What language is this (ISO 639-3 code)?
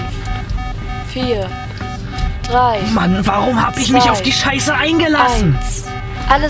deu